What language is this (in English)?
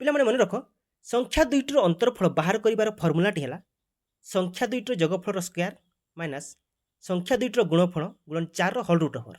Odia